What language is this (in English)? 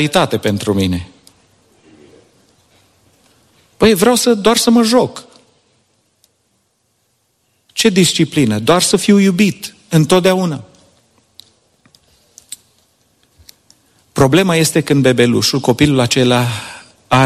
Romanian